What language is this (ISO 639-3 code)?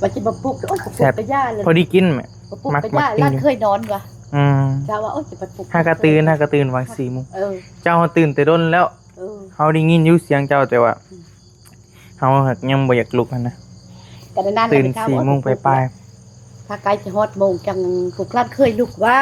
tts